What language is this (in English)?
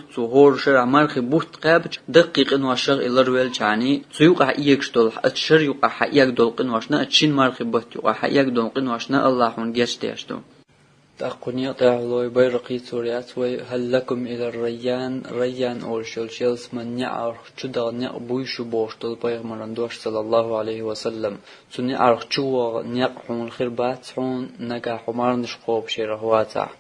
Chechen